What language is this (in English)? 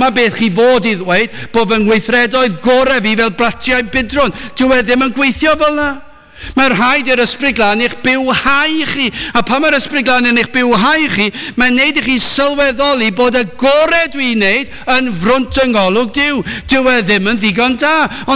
Welsh